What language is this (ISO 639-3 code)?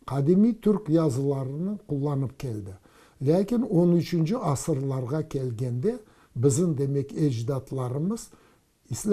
crh